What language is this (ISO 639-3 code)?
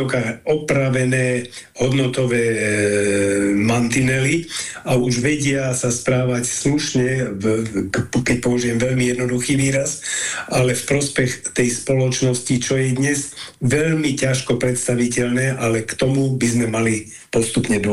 slk